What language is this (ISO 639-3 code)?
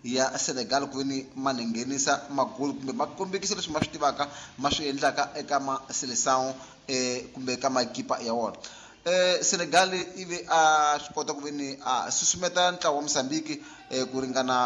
tso